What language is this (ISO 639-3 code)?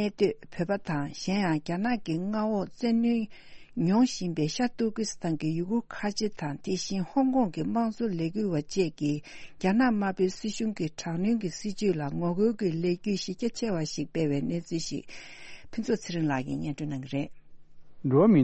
bod